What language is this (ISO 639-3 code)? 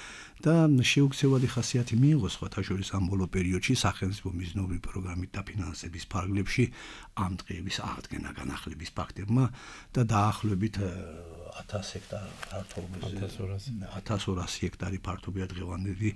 kat